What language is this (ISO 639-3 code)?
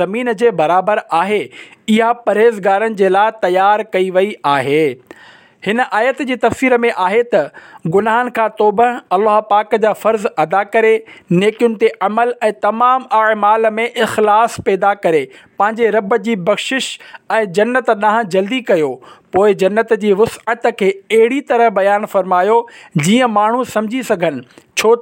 snd